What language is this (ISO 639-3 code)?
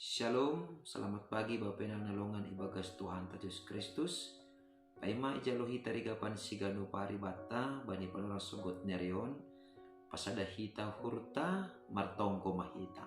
bts